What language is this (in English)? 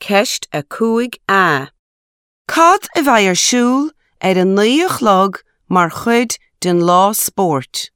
Irish